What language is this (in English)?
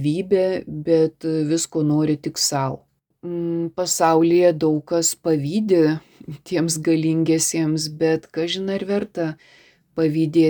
Lithuanian